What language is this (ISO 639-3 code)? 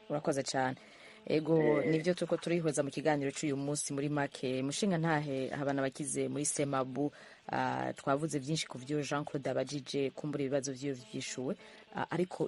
run